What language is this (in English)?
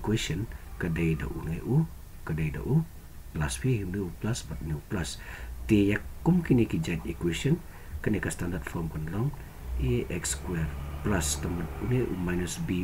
Khasi